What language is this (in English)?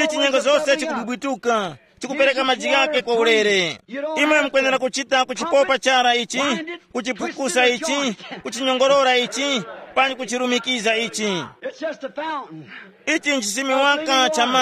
Tumbuka